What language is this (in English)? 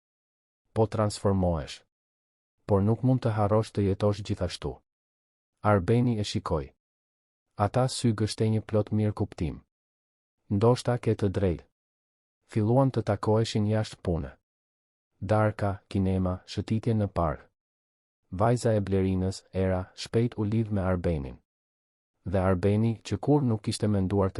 Albanian